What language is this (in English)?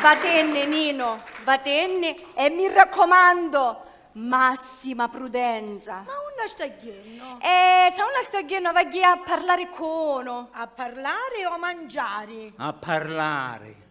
Sicilian